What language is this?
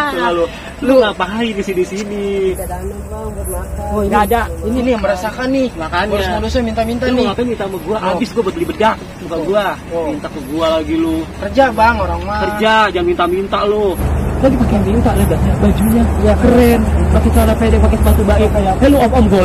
Betawi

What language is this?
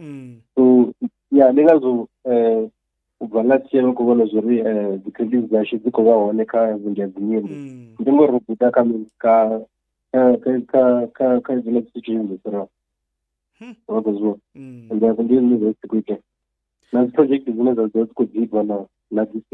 Venda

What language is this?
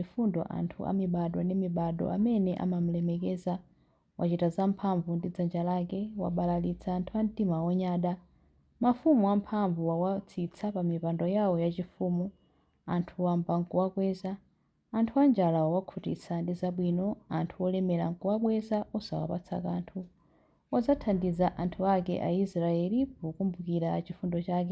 Nyanja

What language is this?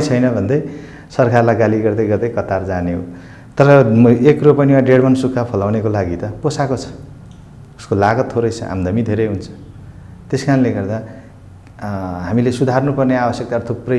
Nepali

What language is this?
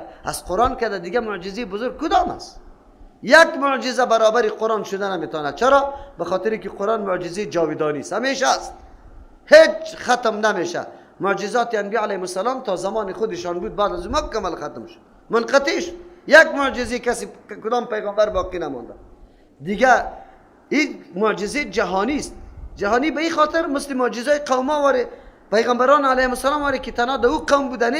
Persian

